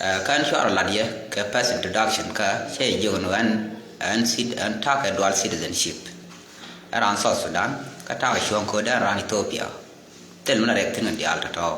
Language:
Nuer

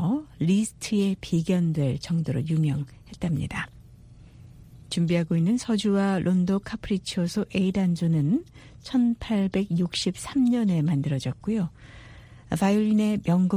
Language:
Korean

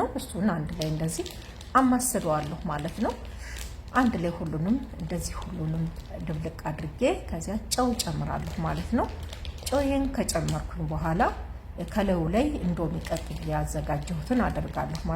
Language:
Amharic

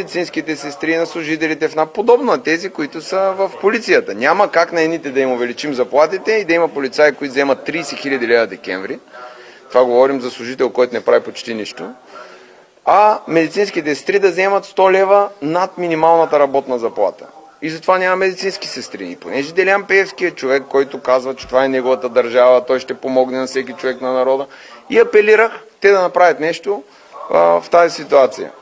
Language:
Bulgarian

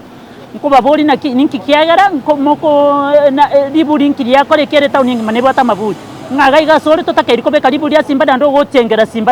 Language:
Gusii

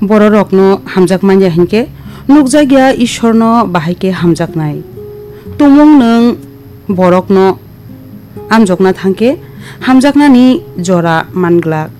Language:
Kok Borok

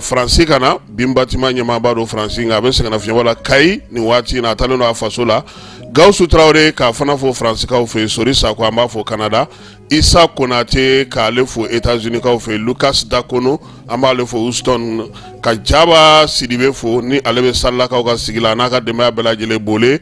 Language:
Bambara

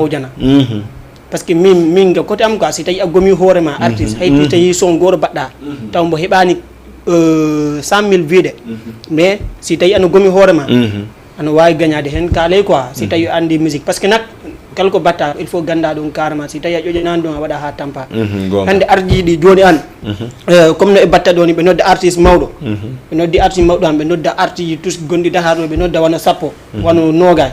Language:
Fula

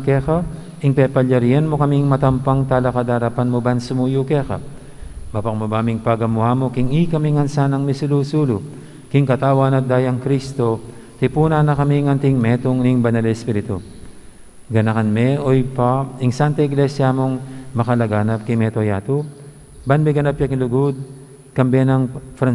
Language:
Pampanga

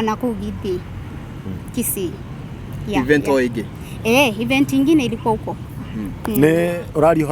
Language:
Kikuyu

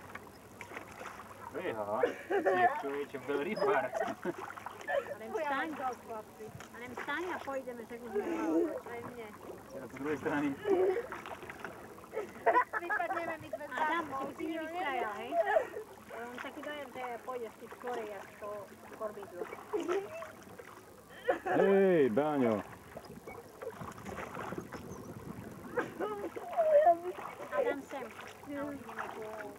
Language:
Slovak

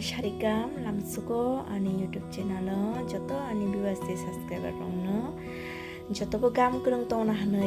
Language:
Kok Borok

